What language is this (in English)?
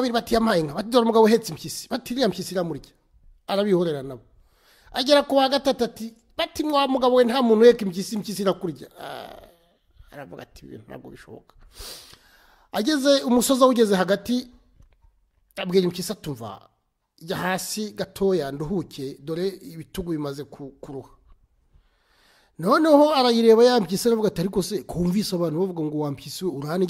Kinyarwanda